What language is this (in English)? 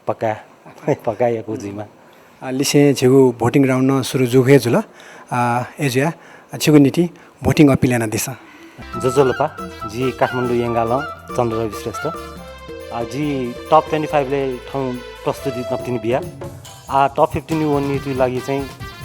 Newari